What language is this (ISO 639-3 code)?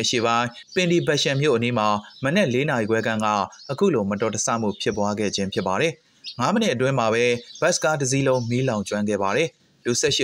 mya